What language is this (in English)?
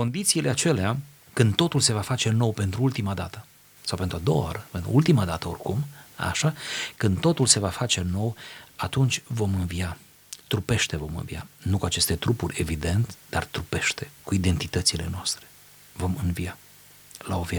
Romanian